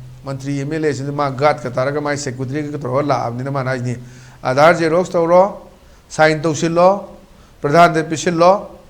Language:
Manipuri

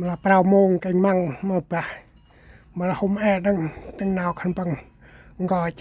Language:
Central Mnong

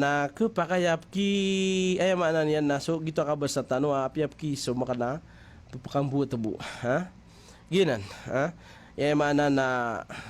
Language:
Maranao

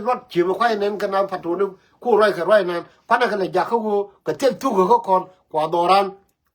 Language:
Nuer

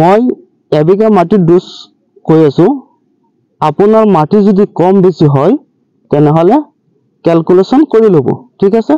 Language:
Assamese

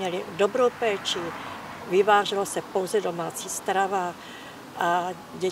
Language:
Czech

